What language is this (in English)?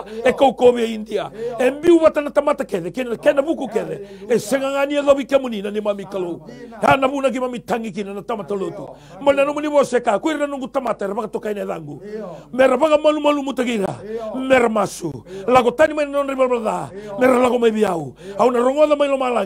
Fijian